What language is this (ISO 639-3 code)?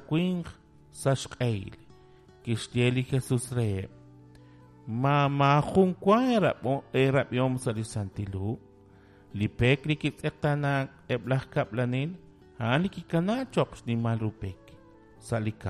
kek